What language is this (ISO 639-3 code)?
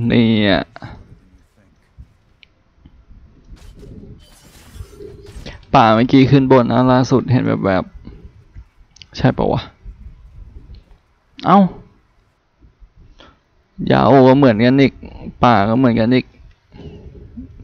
tha